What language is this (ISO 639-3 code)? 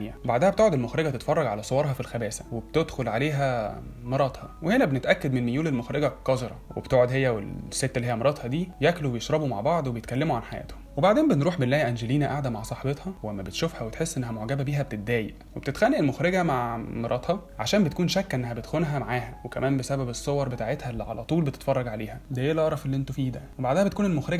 arz